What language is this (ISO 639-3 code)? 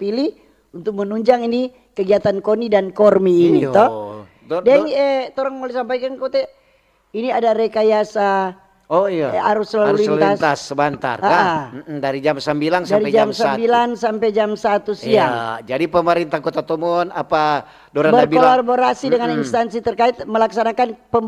xmm